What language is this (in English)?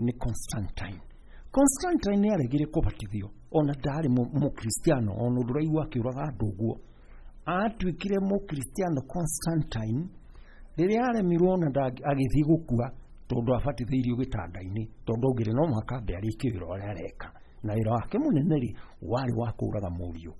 Kikuyu